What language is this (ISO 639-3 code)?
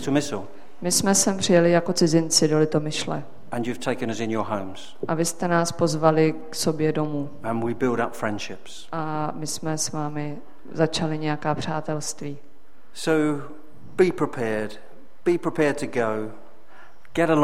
ces